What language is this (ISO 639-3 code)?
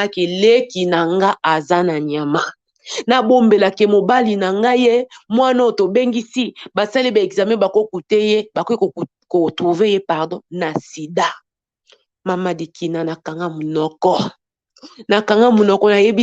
lin